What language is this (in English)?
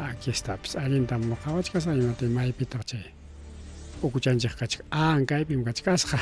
Ayacucho Quechua